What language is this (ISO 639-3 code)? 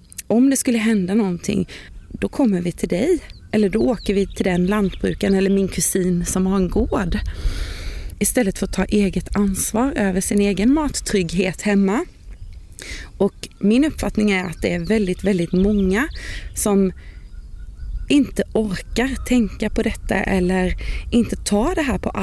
swe